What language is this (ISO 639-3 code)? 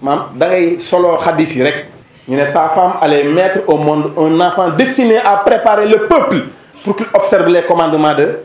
wol